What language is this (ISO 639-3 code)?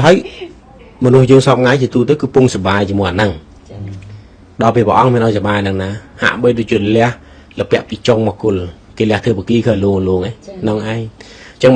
khm